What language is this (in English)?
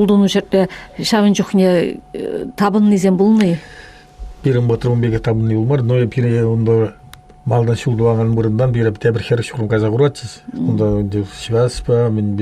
Chuvash